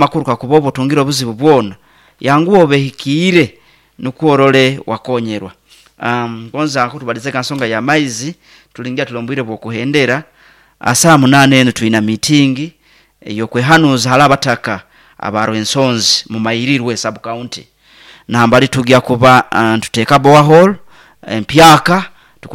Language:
Nyoro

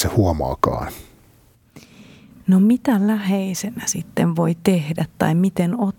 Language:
Finnish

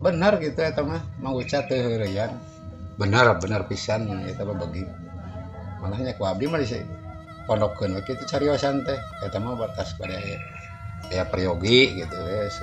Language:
Sundanese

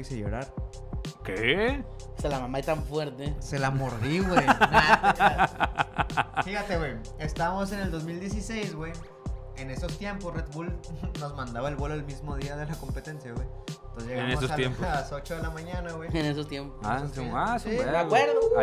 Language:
Spanish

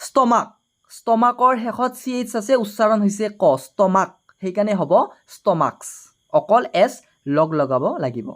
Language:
Assamese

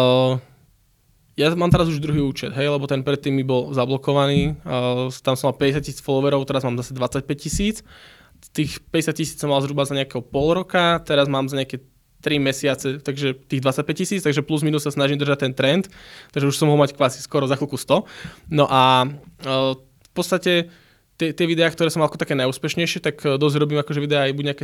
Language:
Slovak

